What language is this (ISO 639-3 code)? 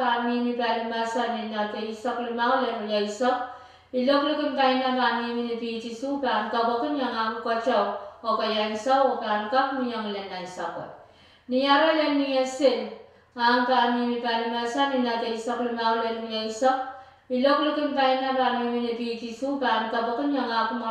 pon